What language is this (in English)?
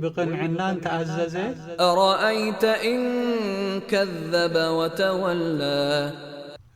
Tigrinya